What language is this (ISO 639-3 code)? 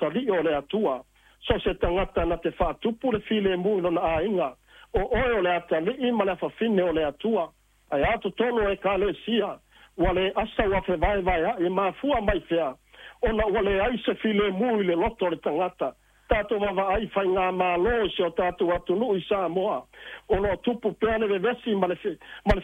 smo